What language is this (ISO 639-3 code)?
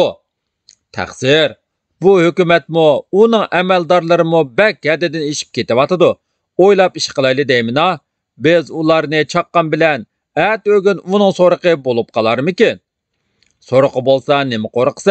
uig